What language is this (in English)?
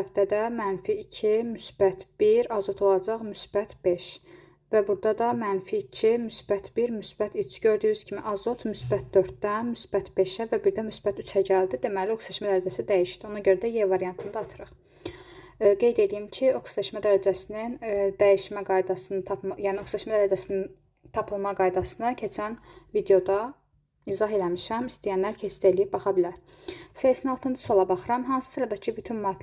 Azerbaijani